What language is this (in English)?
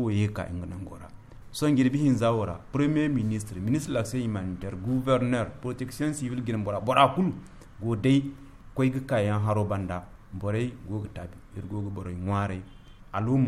Zarma